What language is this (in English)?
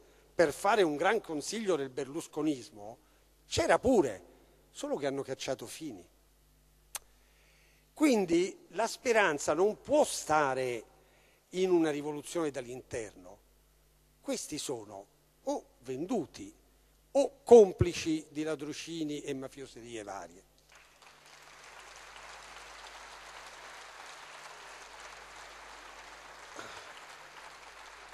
Italian